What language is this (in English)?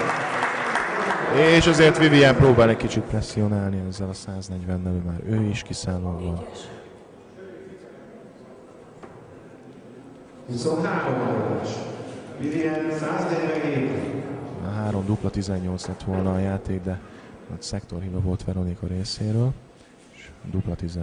Hungarian